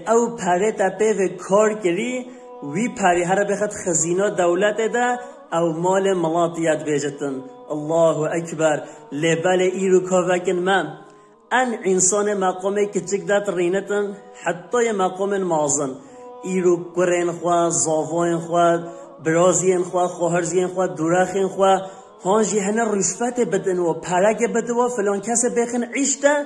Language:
Kurdish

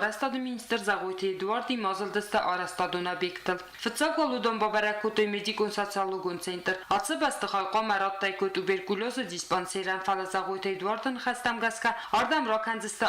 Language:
Ossetic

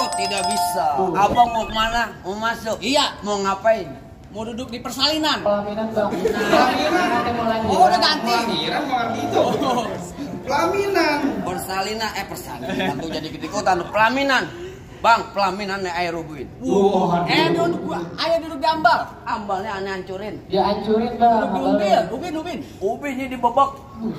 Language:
Betawi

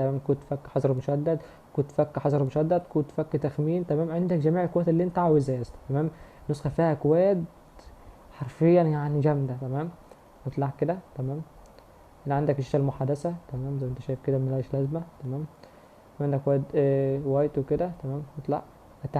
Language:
Egyptian Arabic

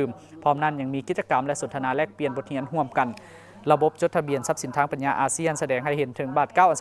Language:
Lao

